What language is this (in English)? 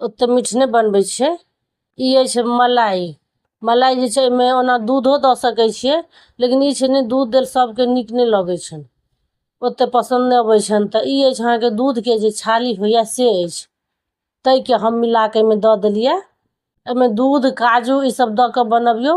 Maithili